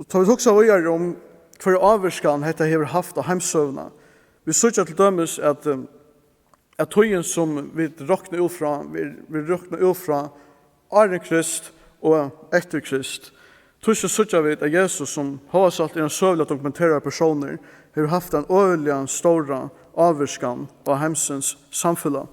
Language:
Faroese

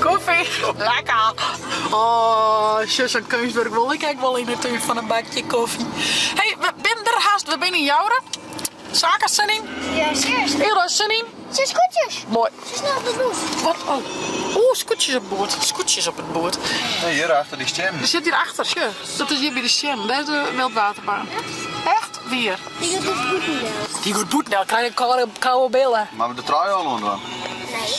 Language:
Western Frisian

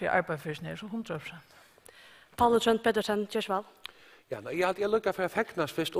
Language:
Faroese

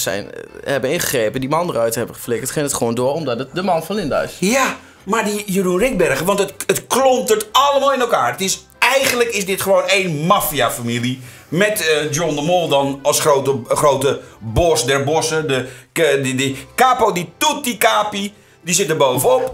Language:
Dutch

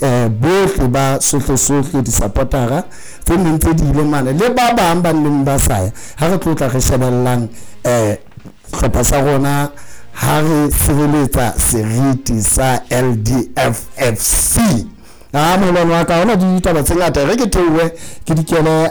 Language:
Southern Sotho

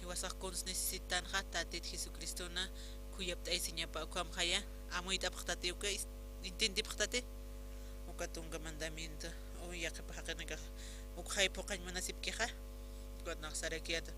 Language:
Aymara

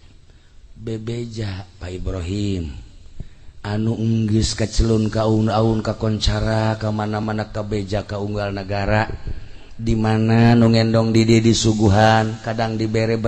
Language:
Sundanese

